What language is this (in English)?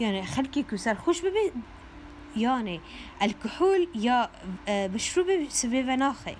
Kurdish